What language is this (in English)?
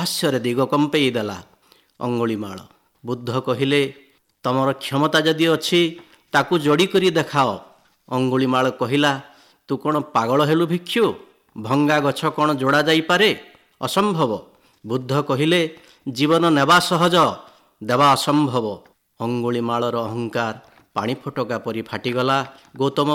Odia